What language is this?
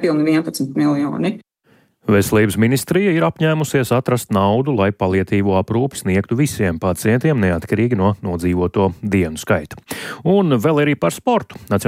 Latvian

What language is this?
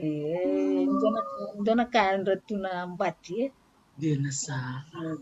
Fijian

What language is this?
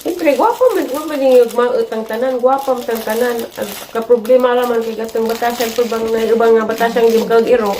Cebuano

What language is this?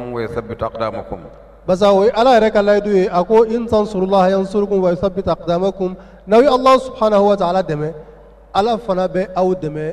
Bambara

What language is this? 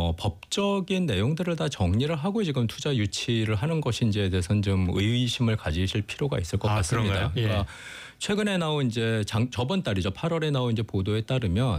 Korean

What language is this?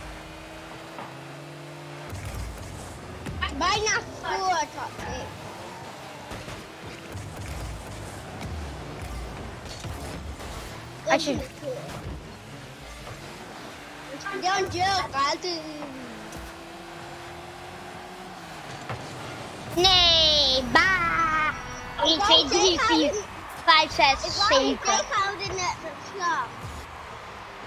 Dutch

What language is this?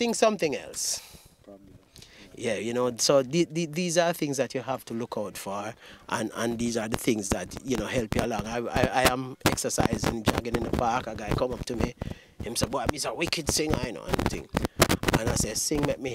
Jamaican Creole English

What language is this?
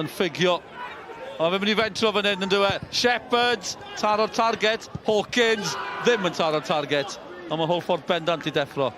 Welsh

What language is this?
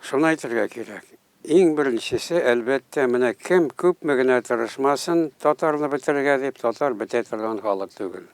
Tatar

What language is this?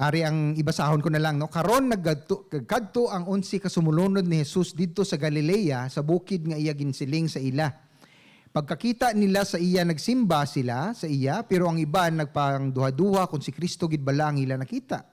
Hiligaynon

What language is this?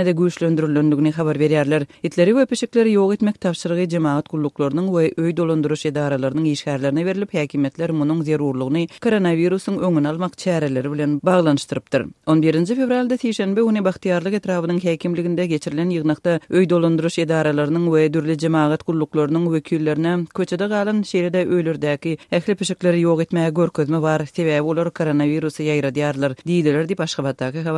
Turkmen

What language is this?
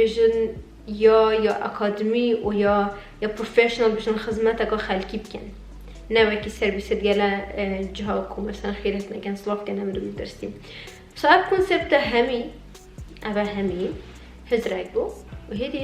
Kurdish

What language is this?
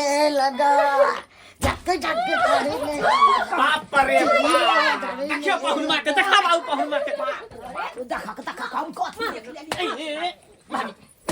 Maithili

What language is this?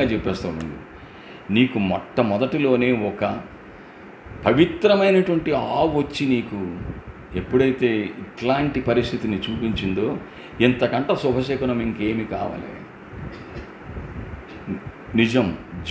Telugu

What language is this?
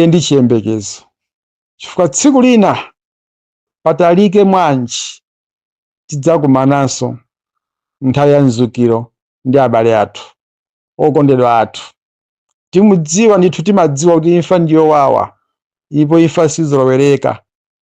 Nyanja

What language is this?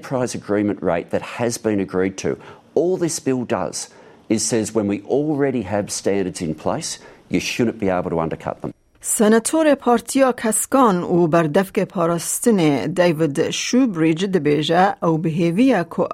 Kurdish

